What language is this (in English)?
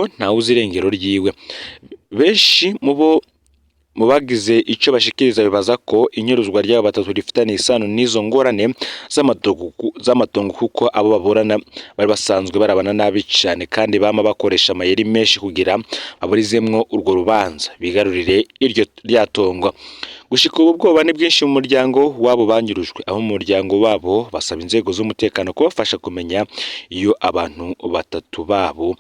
Rundi